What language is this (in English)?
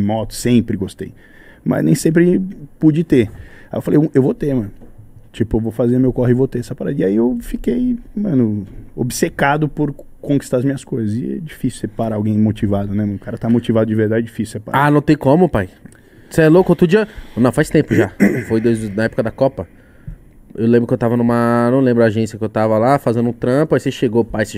Portuguese